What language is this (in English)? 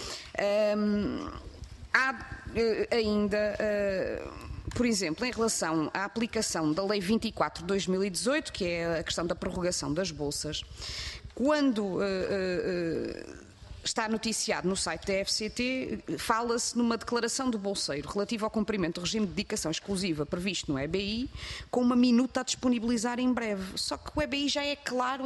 Portuguese